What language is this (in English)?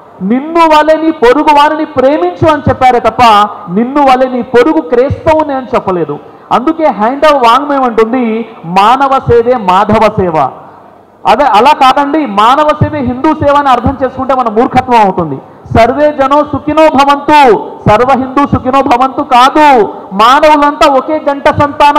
Telugu